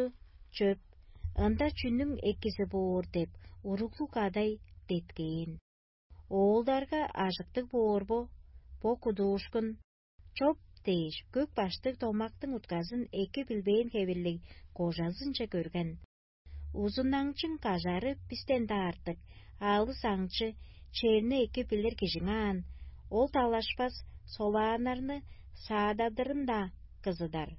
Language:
Tuvinian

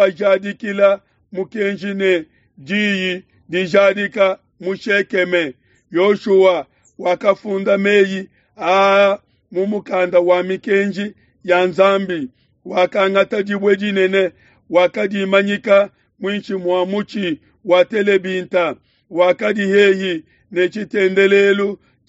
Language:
Luba-Lulua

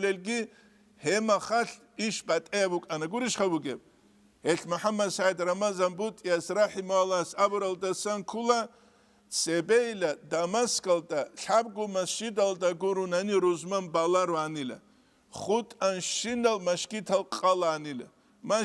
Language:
Avaric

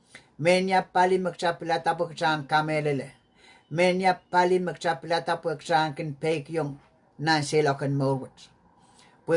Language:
Pohnpeian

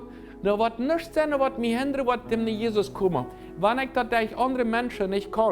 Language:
Plautdietsch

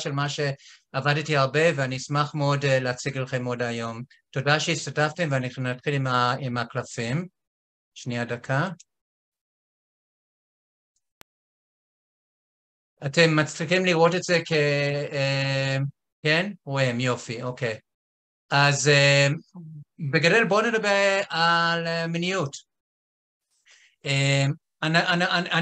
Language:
Hebrew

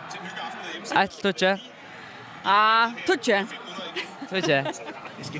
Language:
Faroese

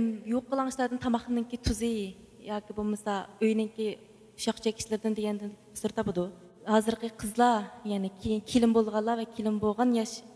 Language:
Uyghur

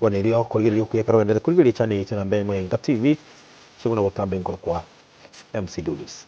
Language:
Gusii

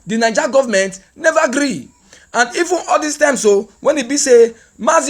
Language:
Nigerian Pidgin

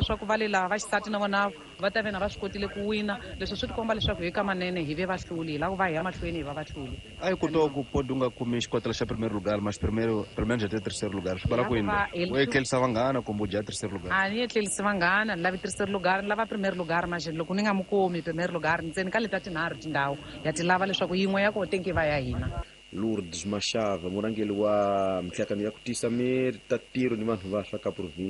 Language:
Tsonga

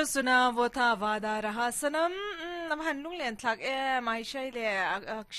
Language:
Mizo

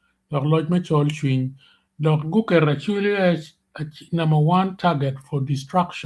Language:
Acoli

